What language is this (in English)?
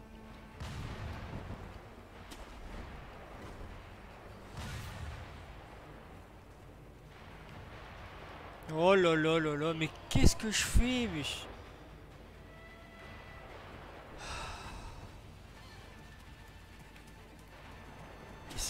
French